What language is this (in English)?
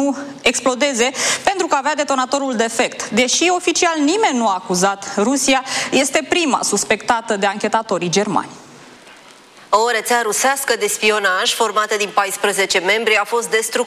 Romanian